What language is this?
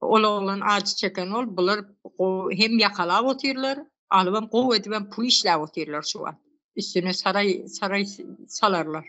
Turkmen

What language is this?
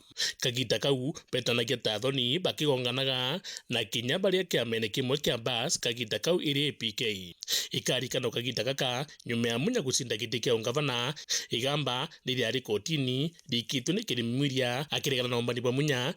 Meru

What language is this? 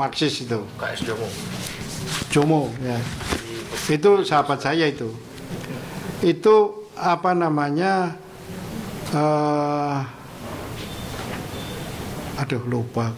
Indonesian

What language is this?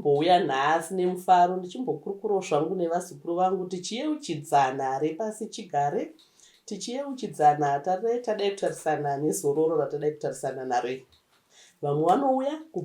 Shona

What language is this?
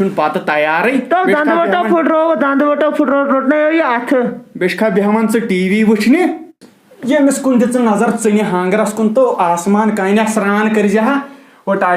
Kashmiri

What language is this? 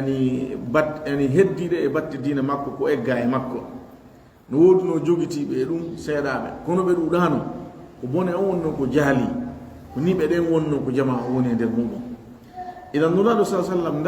Fula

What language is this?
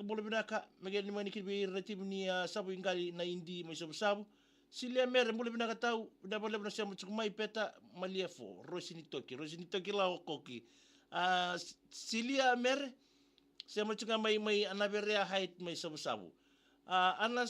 Fijian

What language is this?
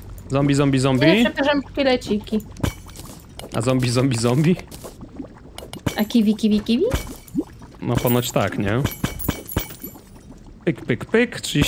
Polish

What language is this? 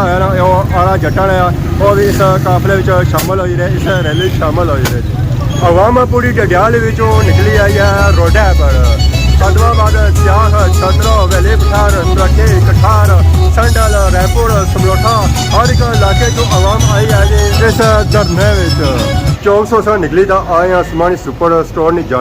Pahari-Potwari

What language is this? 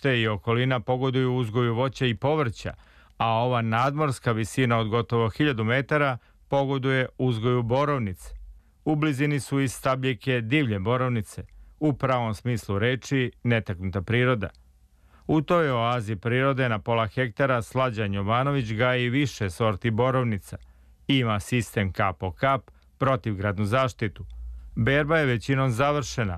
Serbian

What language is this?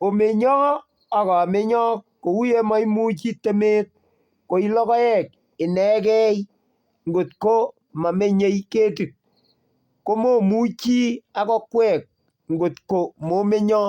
Kalenjin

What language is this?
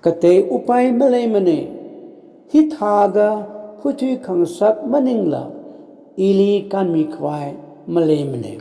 Tangkhul Naga (India)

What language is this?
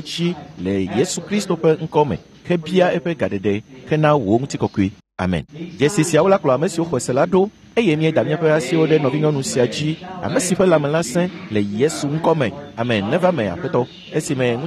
Ewe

